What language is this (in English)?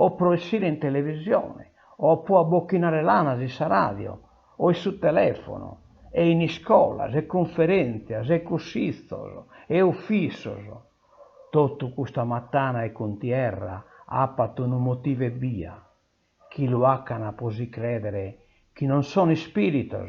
Sardinian